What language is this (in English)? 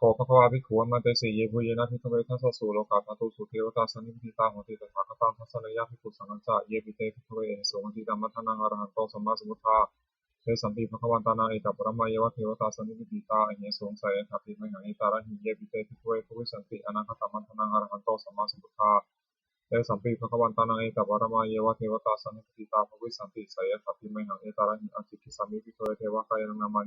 Pali